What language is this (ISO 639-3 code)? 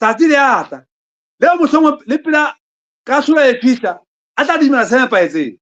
sot